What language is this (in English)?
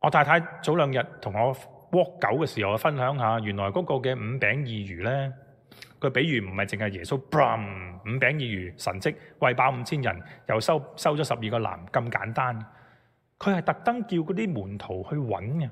Cantonese